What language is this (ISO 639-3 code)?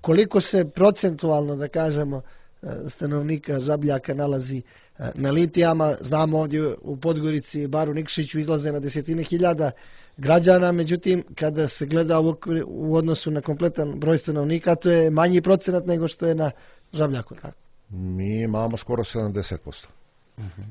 hrv